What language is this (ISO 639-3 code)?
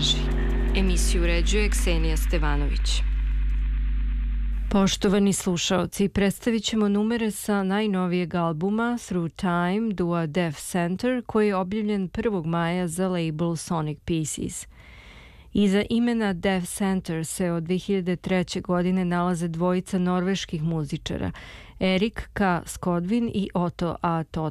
srp